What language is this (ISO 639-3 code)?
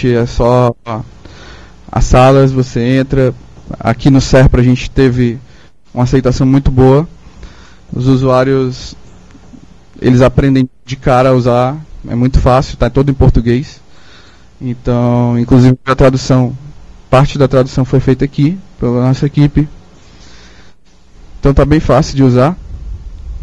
por